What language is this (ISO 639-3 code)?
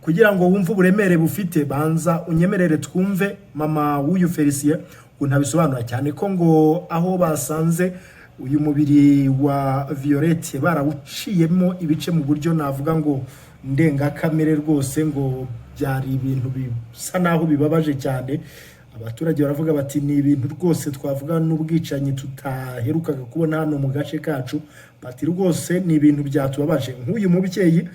kin